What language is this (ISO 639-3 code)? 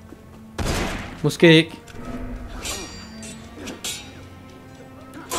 dan